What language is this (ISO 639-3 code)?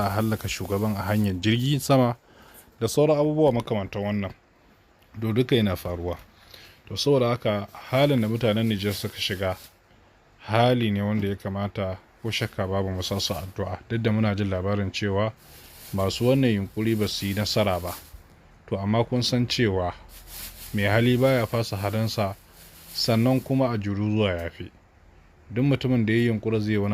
hau